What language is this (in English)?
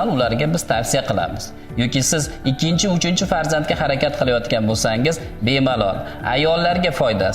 Uzbek